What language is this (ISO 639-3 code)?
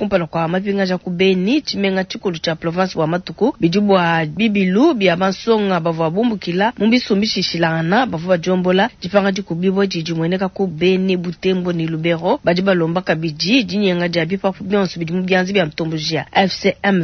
lua